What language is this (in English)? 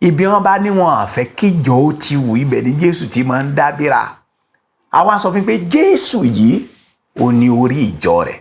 Yoruba